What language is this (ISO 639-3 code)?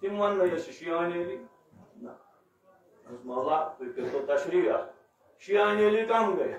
kas